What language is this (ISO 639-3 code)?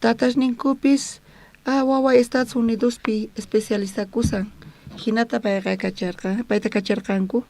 quh